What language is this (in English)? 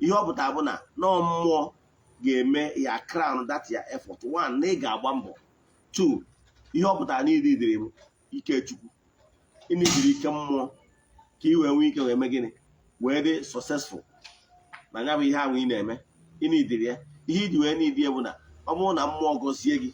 Igbo